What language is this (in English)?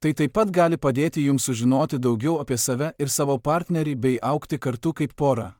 Lithuanian